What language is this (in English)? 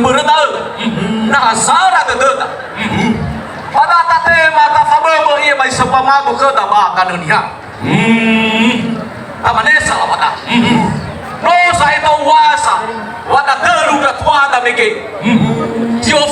Nias